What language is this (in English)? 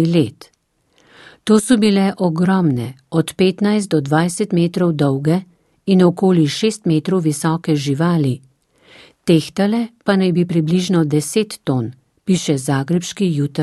Slovenian